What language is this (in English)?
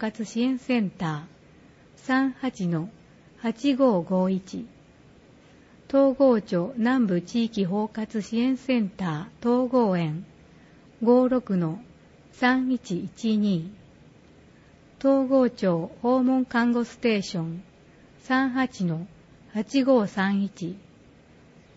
Japanese